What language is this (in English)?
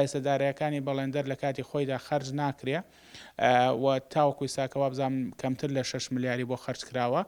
Central Kurdish